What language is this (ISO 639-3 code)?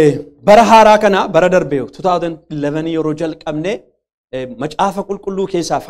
orm